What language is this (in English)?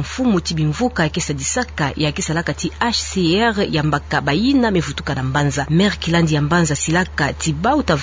Kituba (Democratic Republic of Congo)